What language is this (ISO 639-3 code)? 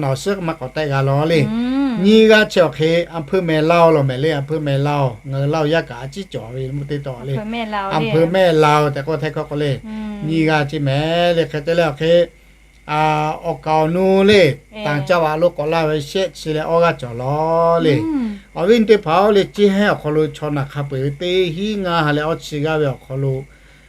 lhu